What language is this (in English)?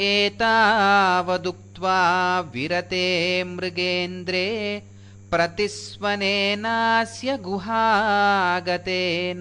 Sanskrit